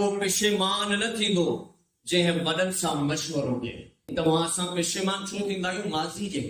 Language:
Sindhi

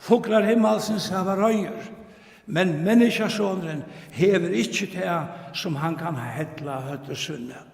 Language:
Faroese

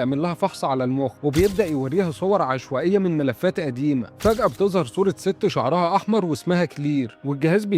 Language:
Egyptian Arabic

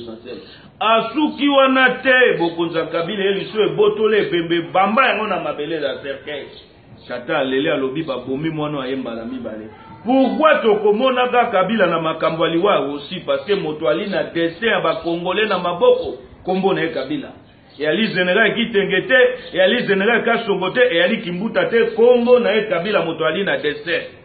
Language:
Lingala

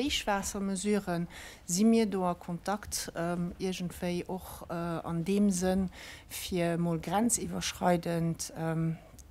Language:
Luxembourgish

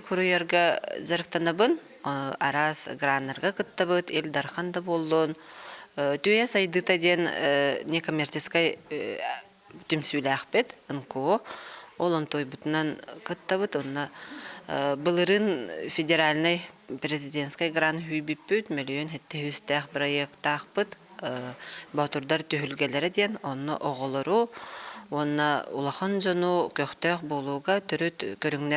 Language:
Yakut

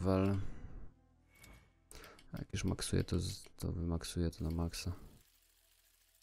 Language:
Polish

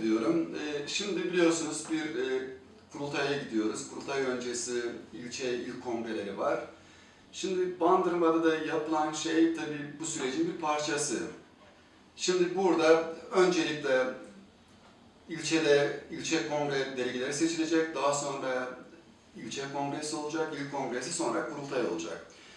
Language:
Turkish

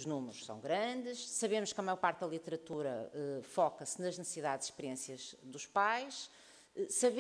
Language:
Portuguese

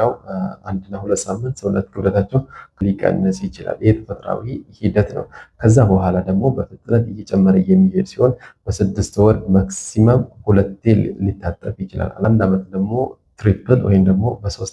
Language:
Amharic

